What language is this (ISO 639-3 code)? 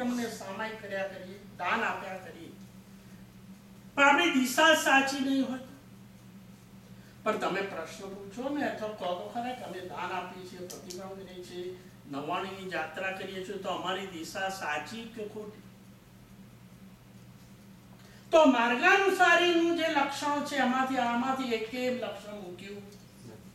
guj